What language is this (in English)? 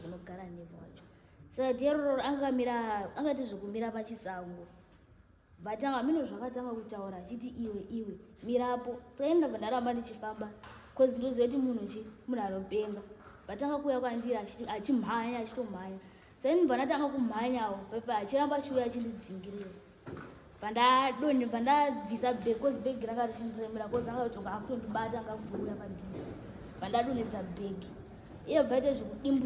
Shona